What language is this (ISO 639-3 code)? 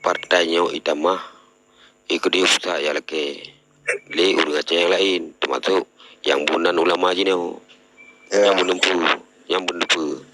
ace